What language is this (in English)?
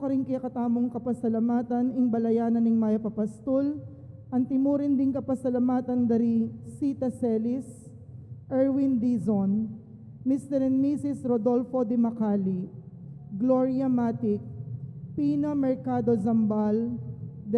Pampanga